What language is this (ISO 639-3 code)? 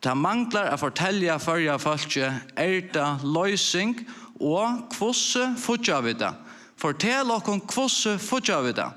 fao